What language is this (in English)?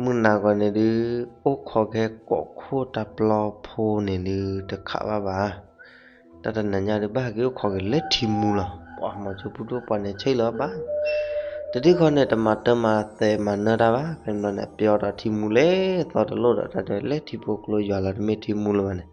S'gaw Karen